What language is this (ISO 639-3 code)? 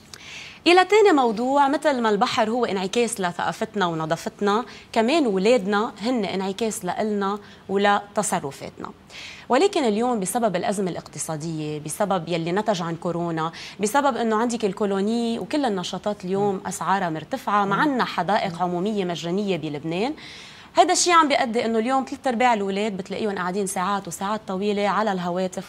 apc